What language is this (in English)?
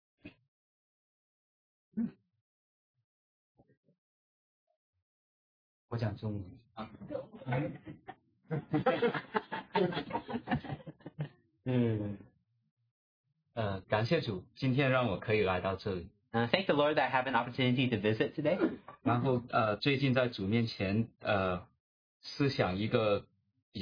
Chinese